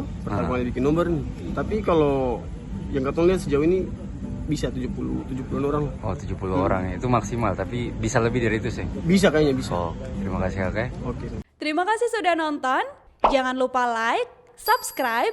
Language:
Ambonese Malay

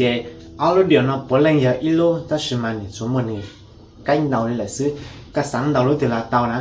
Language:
Hmong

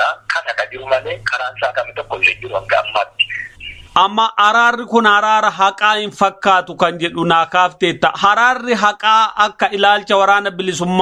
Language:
Oromo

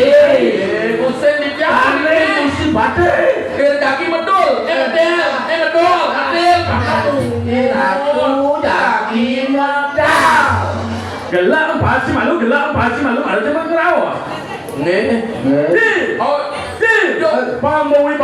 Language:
Balinese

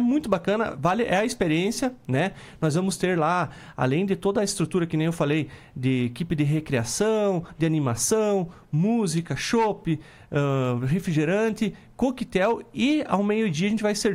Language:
Portuguese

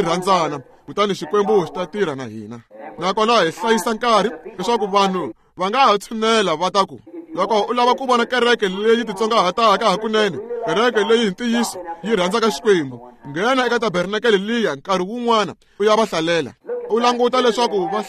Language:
Tsonga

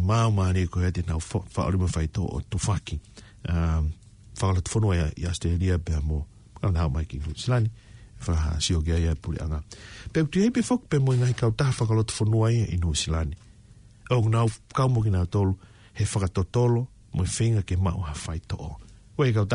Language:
Tongan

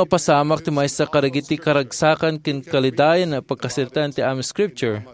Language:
Iloko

